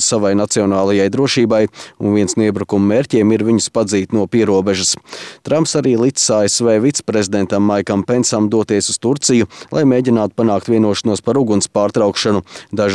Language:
Latvian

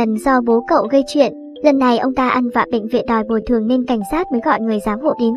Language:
Vietnamese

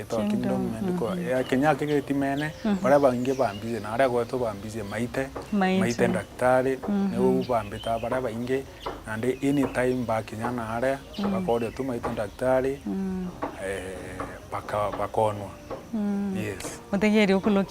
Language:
Meru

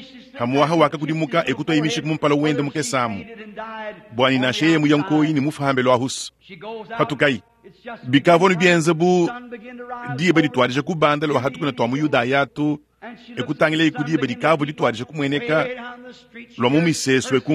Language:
Luba-Lulua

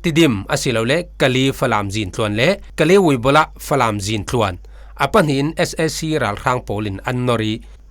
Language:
Falam Chin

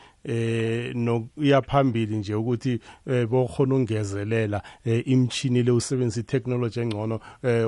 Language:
South Ndebele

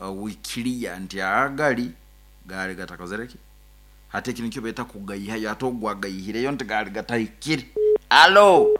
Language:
Nyoro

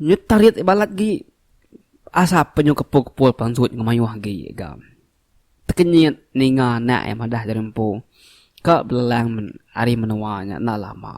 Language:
Iban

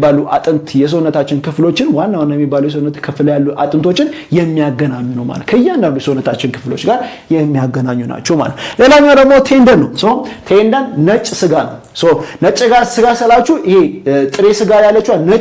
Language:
Amharic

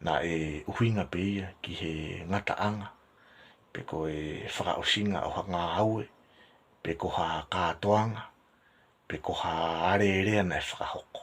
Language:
Tongan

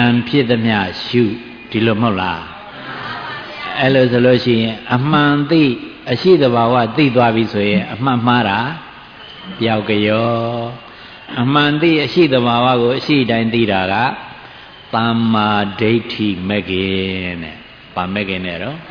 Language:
Burmese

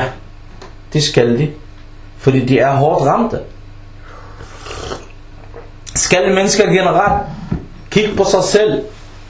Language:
Danish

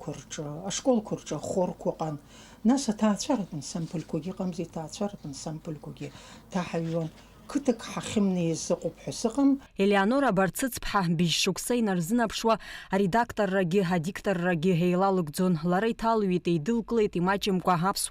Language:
Abkhazian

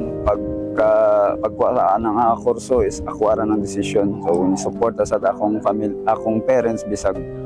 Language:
Cebuano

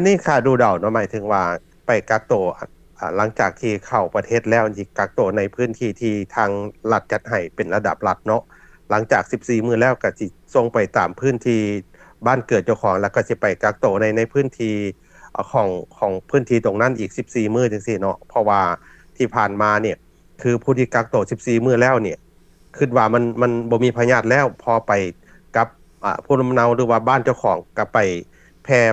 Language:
Lao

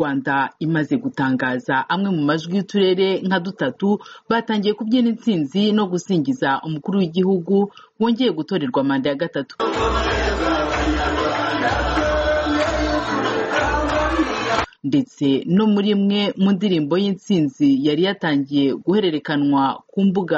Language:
Kinyarwanda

